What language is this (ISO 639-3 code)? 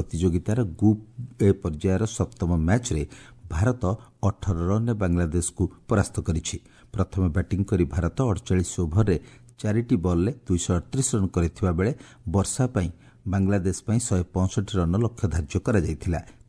ori